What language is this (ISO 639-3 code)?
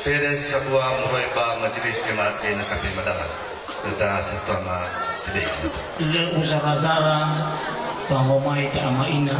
nia